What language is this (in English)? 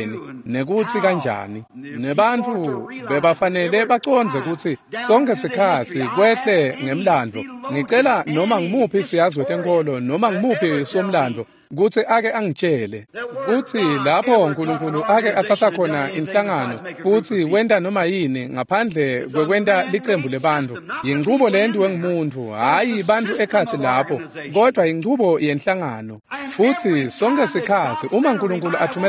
Swati